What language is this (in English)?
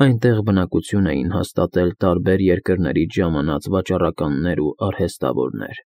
Armenian